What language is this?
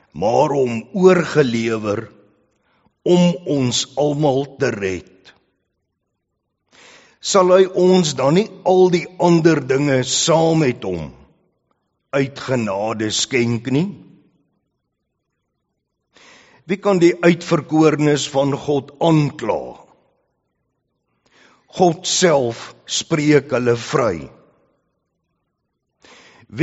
Afrikaans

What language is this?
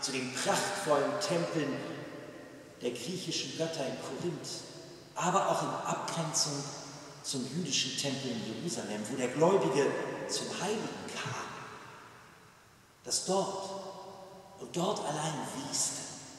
German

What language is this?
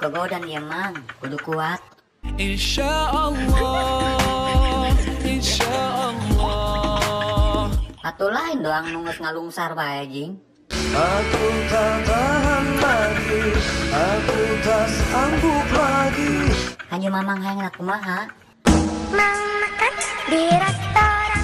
Sundanese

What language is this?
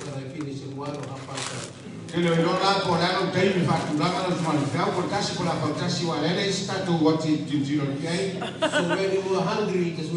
Samoan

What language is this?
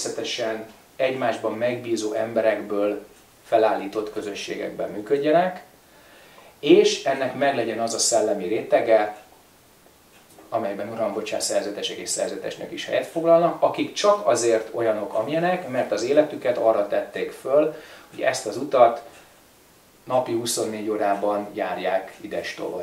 Hungarian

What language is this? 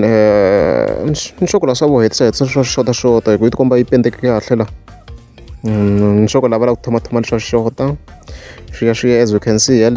Tsonga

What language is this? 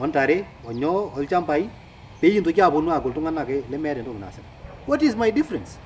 Masai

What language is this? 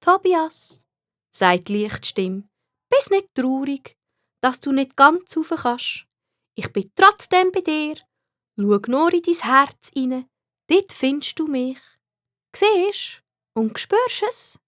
Swiss German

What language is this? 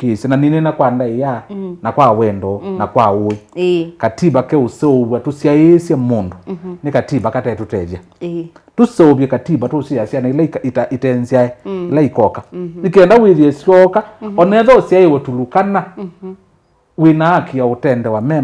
Kamba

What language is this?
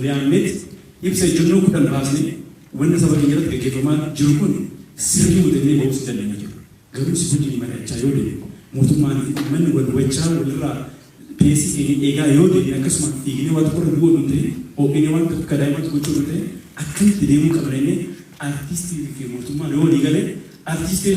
Oromo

